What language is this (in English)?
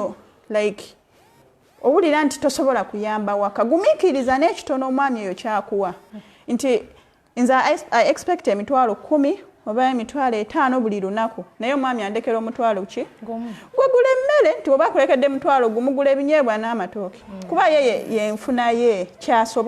Ganda